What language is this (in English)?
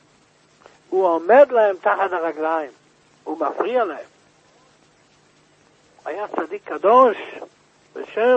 Hebrew